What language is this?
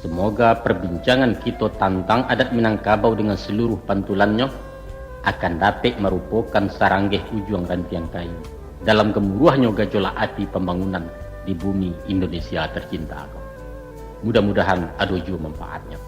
Minangkabau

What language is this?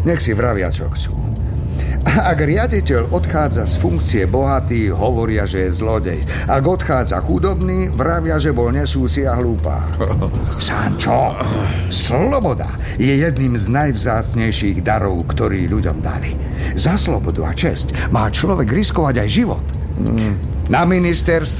Slovak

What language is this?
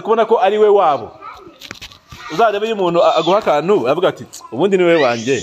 Kinyarwanda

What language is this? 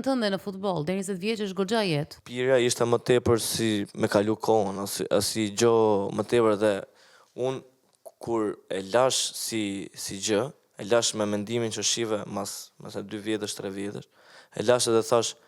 Albanian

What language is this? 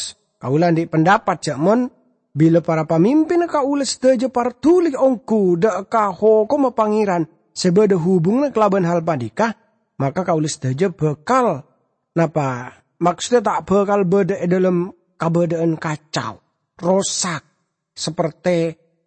Madurese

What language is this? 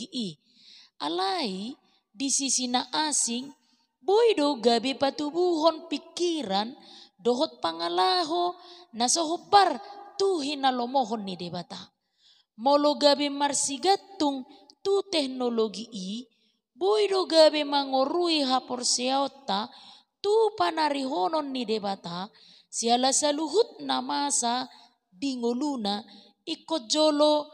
Batak Toba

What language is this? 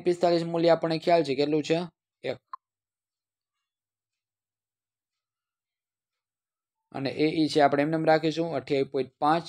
Gujarati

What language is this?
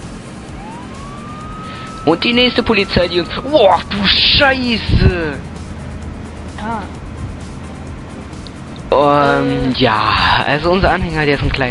German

